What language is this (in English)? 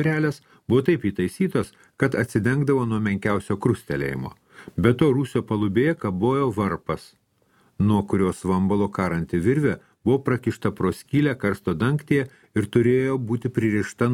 Lithuanian